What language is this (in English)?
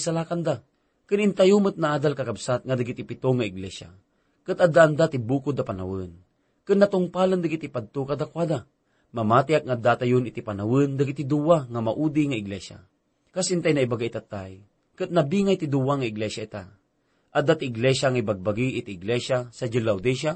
Iloko